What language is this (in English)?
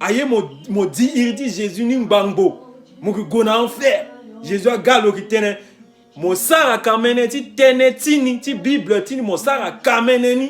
Sango